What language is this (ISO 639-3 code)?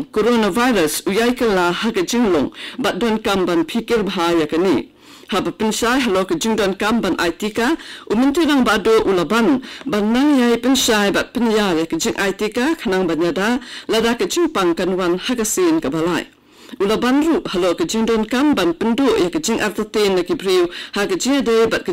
kha